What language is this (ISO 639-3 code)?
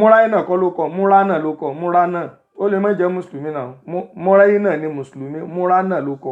yor